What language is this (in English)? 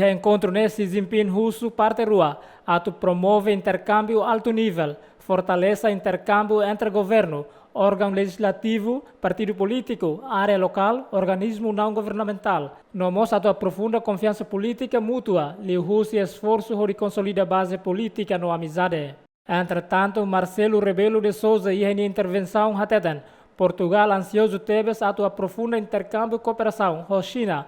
Tetum